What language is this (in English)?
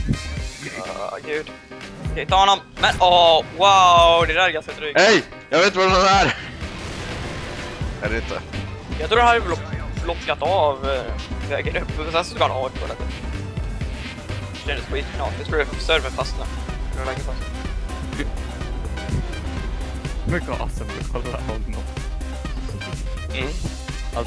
Swedish